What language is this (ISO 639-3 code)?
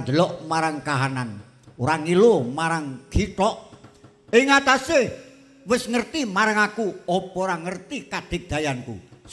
jav